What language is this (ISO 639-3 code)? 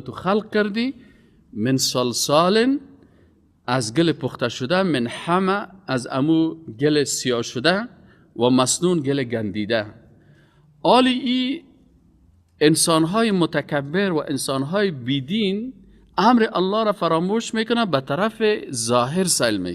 fas